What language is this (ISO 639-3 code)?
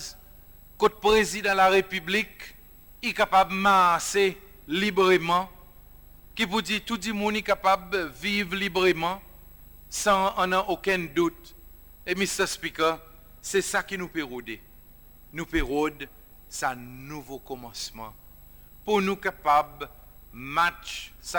crs